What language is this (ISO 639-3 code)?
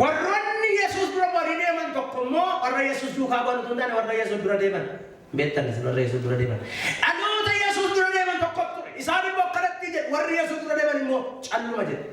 orm